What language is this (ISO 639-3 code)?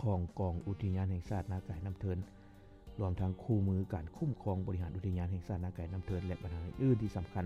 lao